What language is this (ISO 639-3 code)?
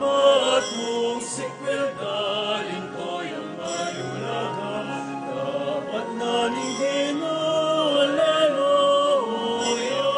pam